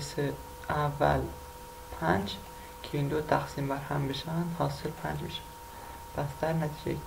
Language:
Persian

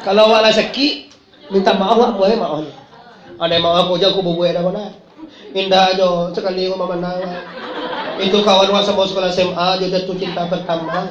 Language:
Minangkabau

